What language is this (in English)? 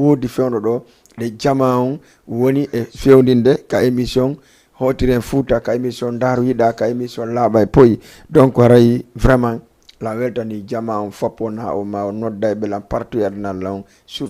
Fula